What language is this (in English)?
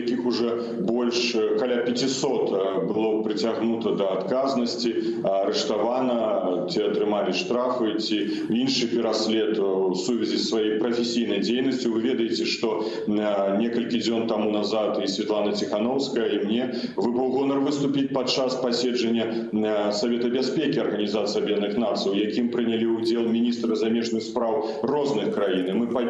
Belarusian